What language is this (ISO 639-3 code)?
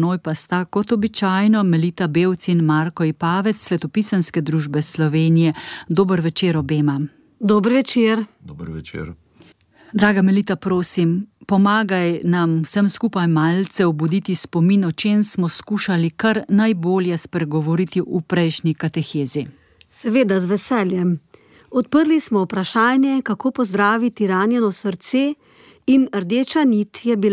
slv